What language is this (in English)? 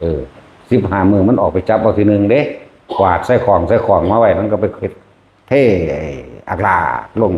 Northeastern Thai